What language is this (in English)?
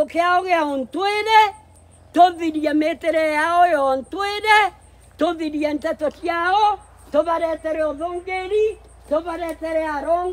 Meru